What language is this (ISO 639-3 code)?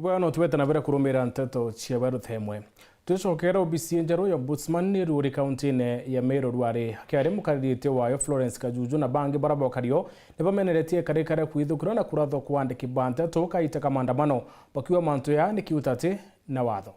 mer